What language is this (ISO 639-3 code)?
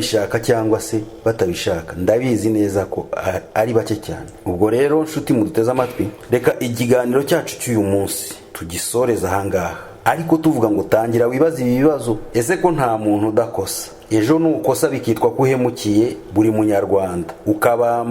kin